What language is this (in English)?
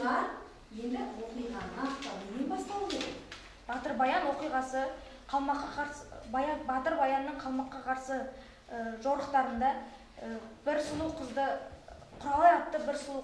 Kazakh